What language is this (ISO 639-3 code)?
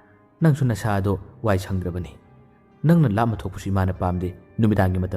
mni